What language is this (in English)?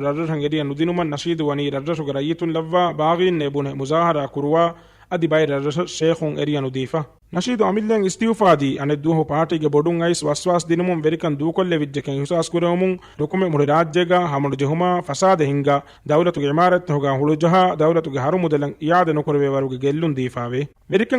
Divehi